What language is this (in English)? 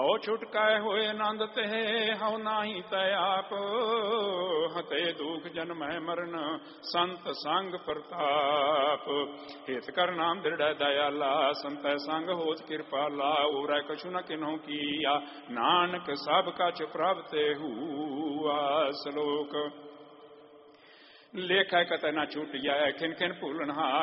Punjabi